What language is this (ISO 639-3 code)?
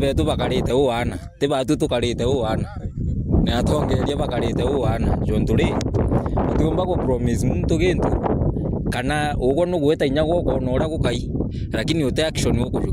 mer